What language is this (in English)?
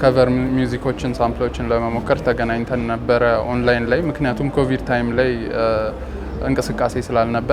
Amharic